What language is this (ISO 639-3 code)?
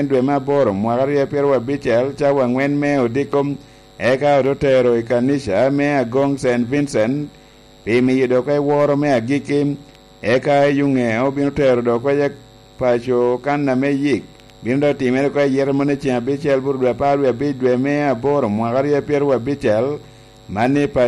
laj